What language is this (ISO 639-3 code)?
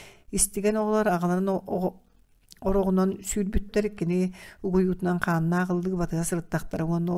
sah